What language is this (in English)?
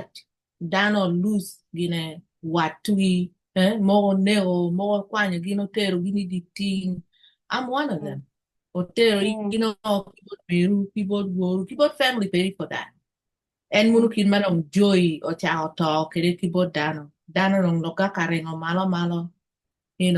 Acoli